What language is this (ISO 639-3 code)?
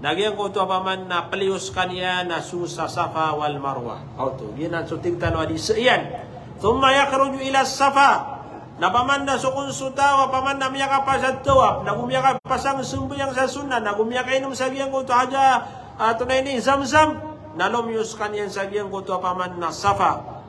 mrw